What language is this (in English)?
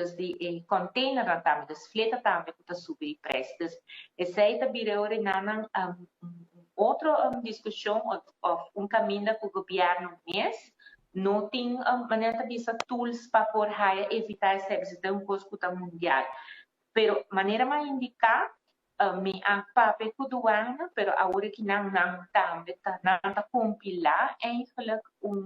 Papiamento